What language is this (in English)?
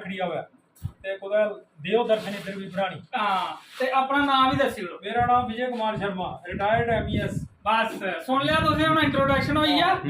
Dogri